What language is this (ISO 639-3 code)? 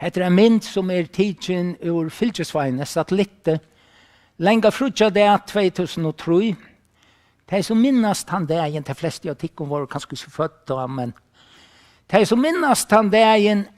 fao